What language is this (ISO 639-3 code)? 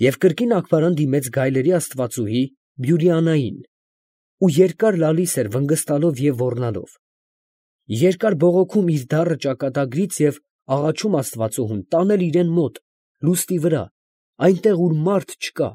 hye